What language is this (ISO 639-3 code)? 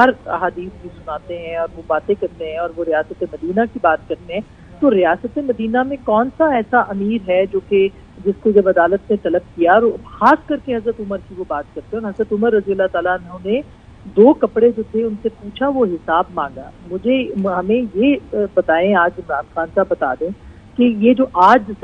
urd